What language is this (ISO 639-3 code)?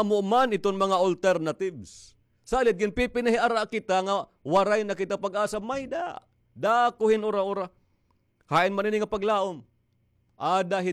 war